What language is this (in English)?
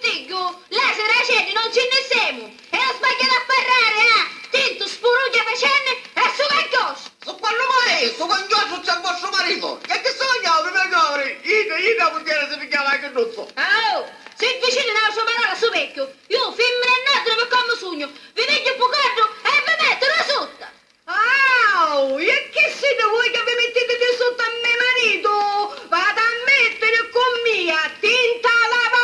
Sicilian